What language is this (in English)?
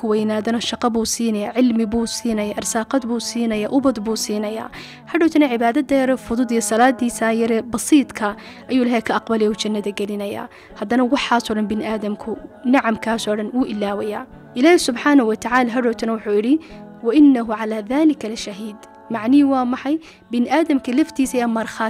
Somali